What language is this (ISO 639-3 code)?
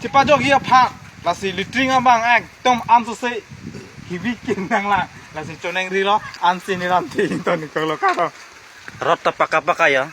mjw